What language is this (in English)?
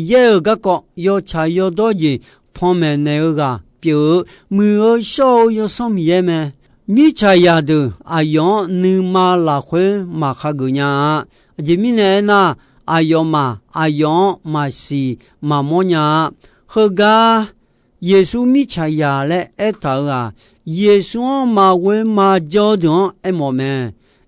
Akha